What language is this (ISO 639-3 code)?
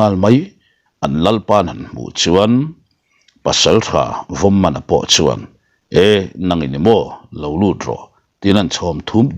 lus